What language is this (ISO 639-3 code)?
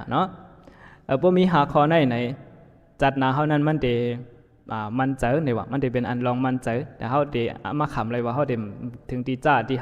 shn